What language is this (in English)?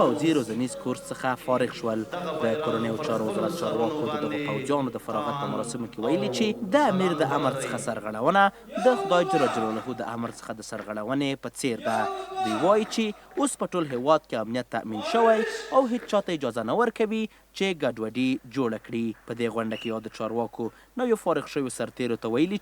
Pashto